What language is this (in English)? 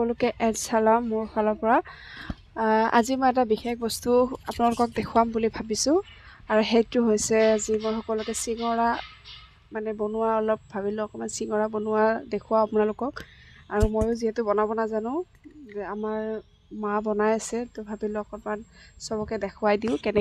Assamese